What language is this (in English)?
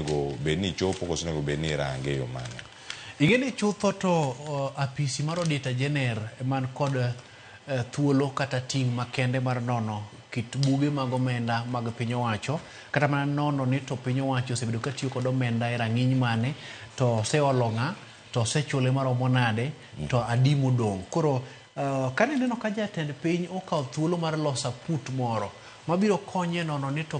Luo (Kenya and Tanzania)